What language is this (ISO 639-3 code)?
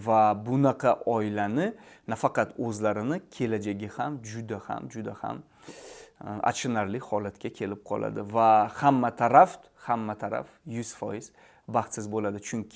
uzb